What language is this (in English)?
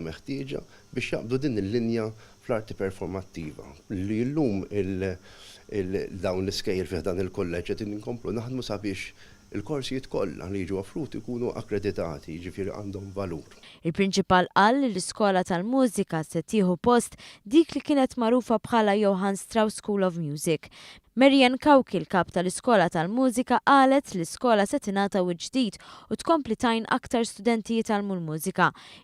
Maltese